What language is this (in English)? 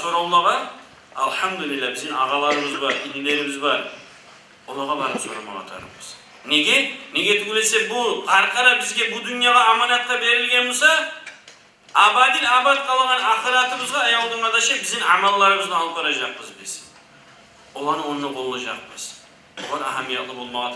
Kumyk